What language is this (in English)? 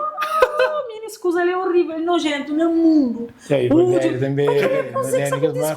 Kabuverdianu